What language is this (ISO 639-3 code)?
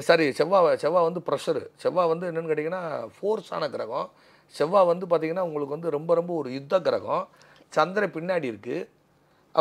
tam